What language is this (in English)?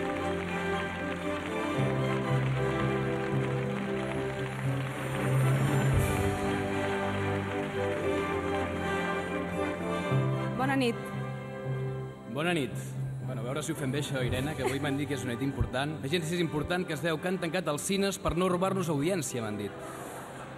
Catalan